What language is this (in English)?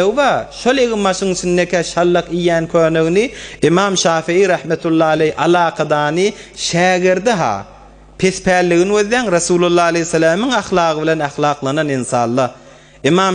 Turkmen